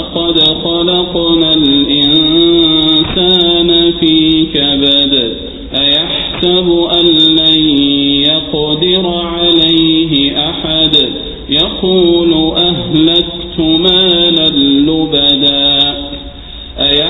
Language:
Arabic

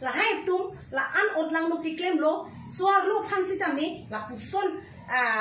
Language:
Karbi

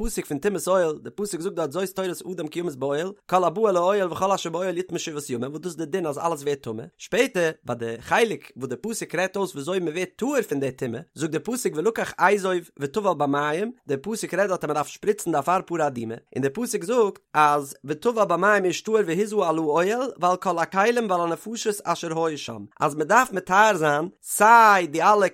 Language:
Yiddish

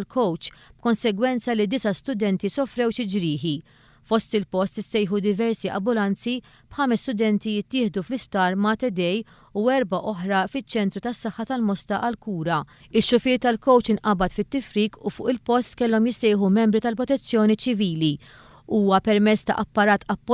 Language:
Maltese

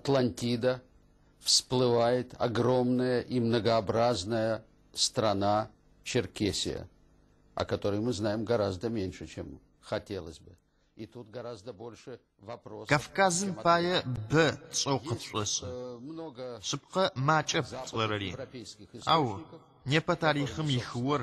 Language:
Adyghe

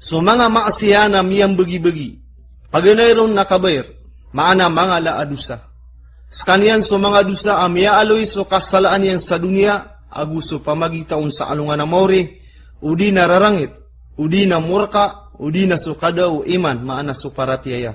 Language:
Maranao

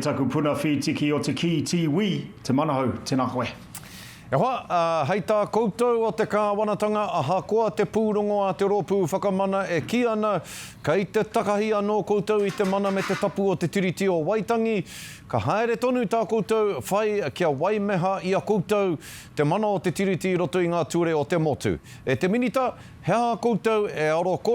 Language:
Māori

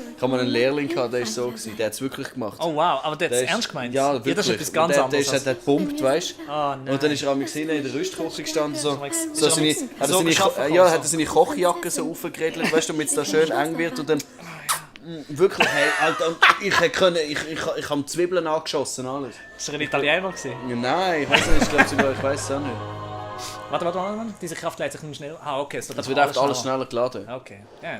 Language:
Swiss German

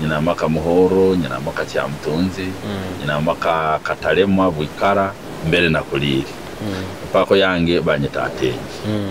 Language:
Nyoro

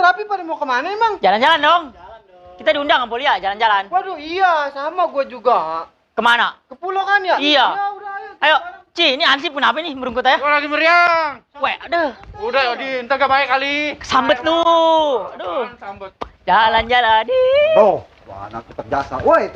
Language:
Betawi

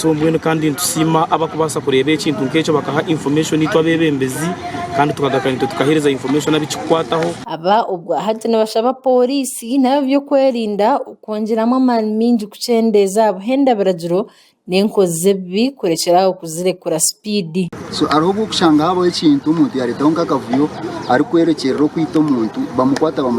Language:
Nyankole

